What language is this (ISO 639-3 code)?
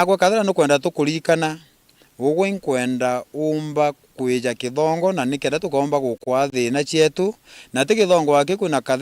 mer